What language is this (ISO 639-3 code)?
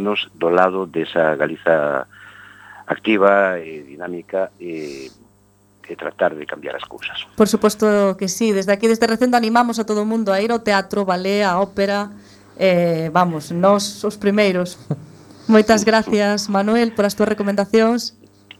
glg